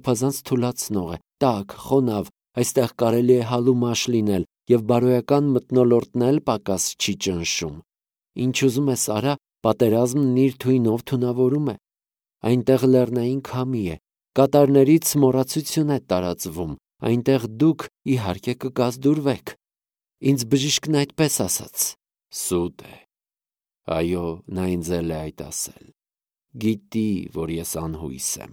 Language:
Armenian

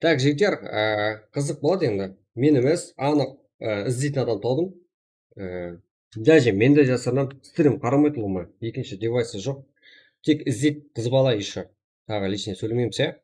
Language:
Kara-Kalpak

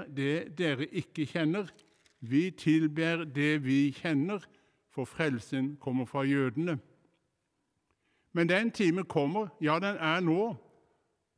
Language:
Norwegian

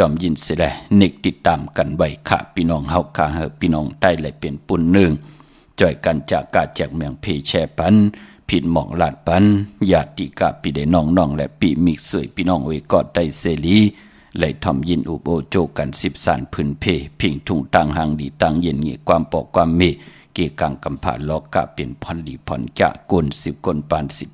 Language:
Shan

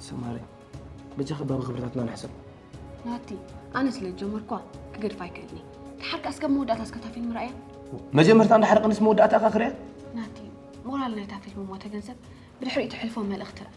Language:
Tigrinya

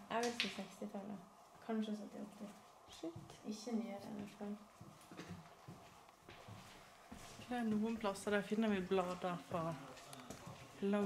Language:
Norwegian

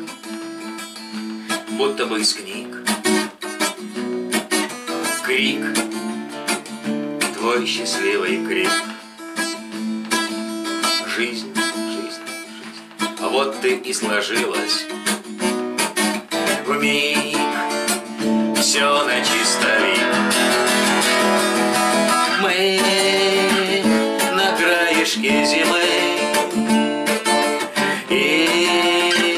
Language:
Russian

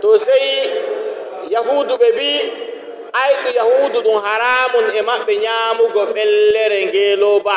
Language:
Fula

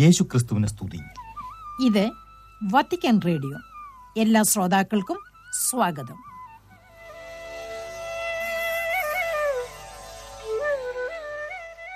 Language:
Malayalam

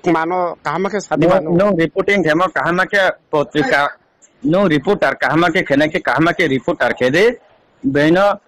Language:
Riang (India)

